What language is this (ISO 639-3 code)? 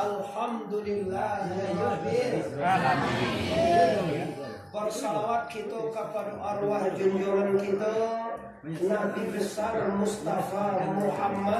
min